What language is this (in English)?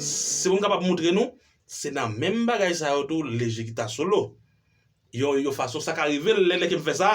Haitian Creole